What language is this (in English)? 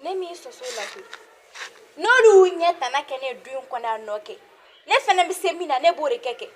Bambara